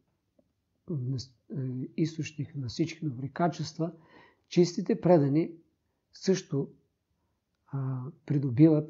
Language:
Bulgarian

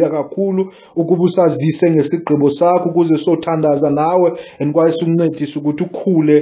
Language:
Xhosa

